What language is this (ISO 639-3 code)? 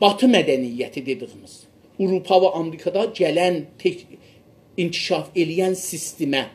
azb